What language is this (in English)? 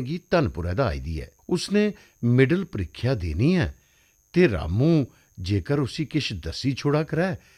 Dogri